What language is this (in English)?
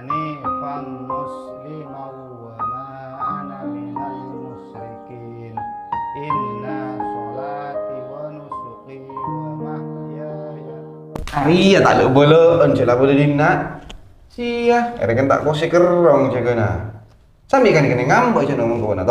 Madurese